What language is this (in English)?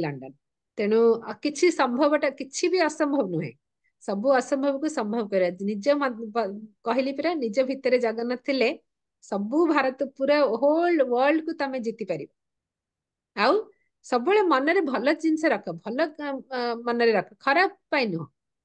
Odia